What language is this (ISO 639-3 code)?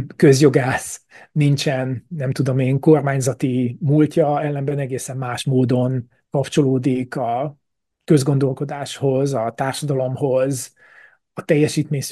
hun